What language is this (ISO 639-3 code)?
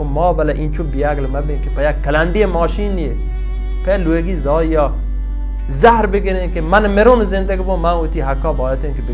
bal